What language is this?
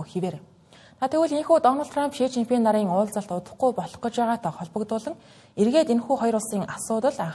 Mongolian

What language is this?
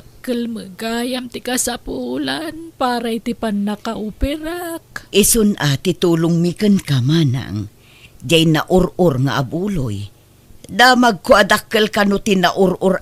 Iloko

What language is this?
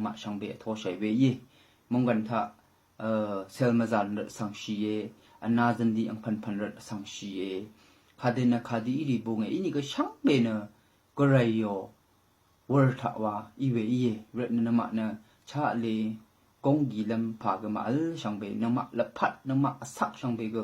Rawang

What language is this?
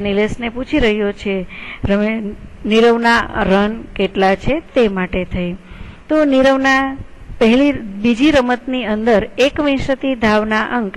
Gujarati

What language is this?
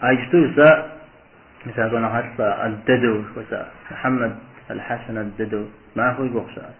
Kabardian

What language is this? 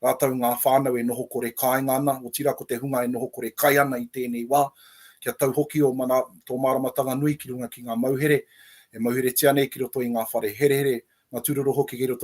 Māori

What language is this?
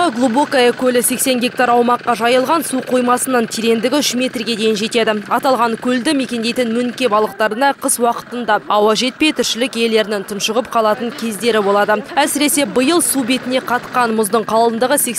Kazakh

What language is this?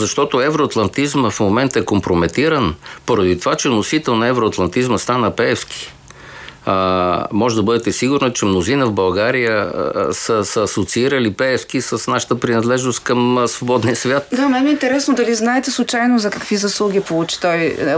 Bulgarian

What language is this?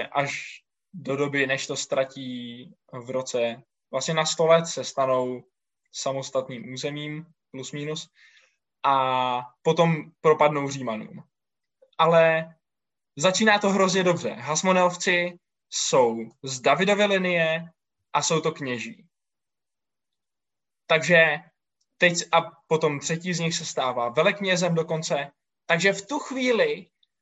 Czech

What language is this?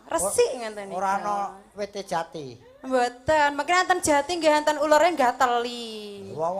Javanese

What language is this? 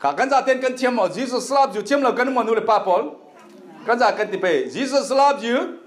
Falam Chin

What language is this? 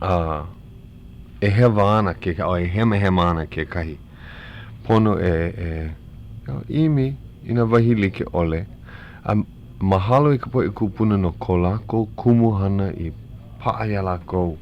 Hawaiian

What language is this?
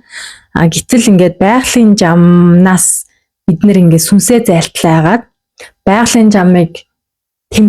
Mongolian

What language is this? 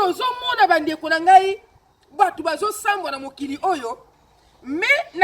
Lingala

